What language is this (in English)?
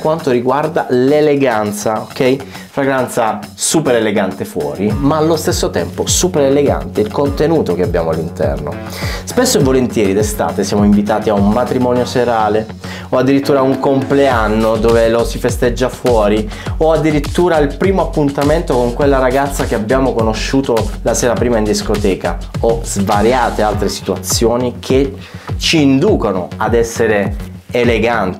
Italian